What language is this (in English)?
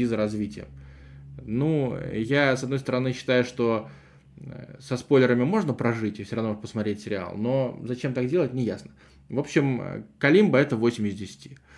Russian